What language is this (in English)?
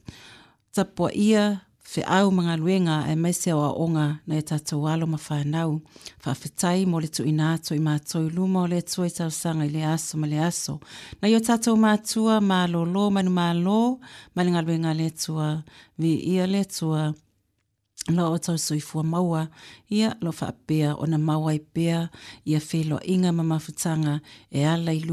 Samoan